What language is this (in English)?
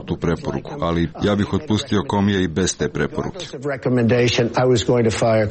Serbian